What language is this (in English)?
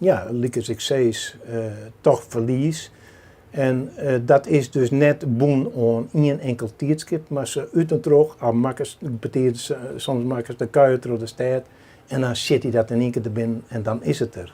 Western Frisian